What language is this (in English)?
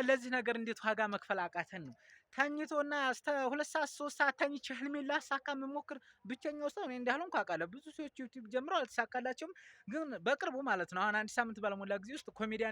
Amharic